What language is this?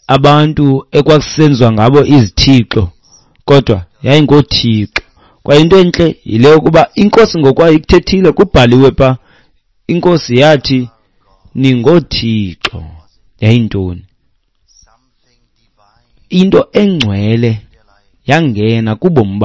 Xhosa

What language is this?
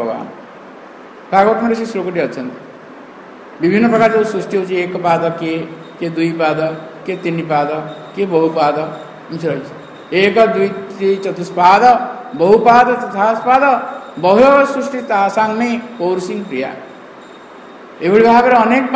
Odia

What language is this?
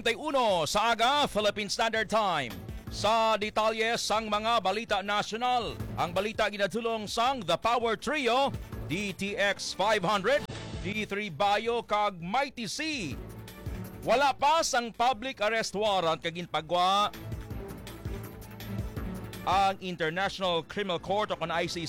Hiligaynon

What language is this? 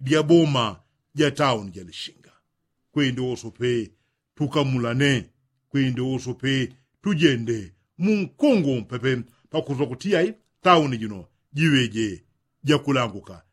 Yao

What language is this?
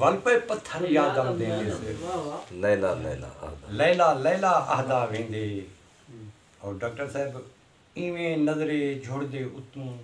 Saraiki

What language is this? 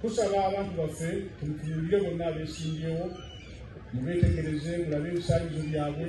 Ganda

